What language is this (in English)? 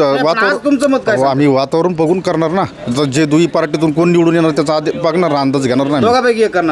Marathi